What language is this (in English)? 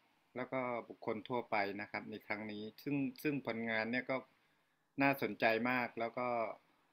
Thai